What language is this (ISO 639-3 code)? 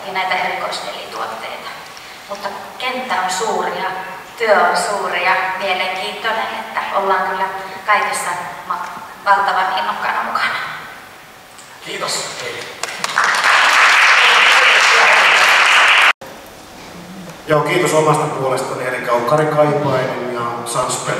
fin